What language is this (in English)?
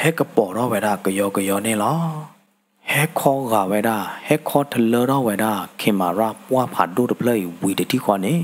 S'gaw Karen